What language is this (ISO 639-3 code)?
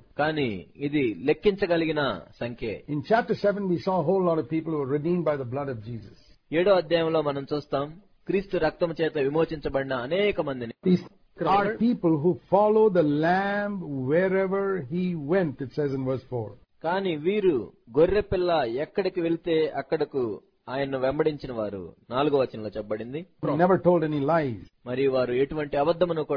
tel